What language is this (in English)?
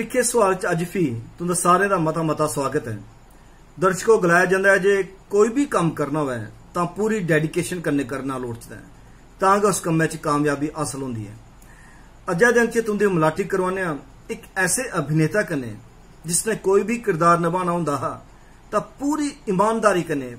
Dogri